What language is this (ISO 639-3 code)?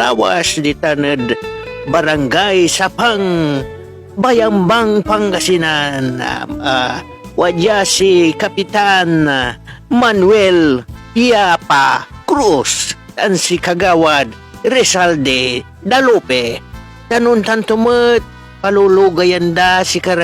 pag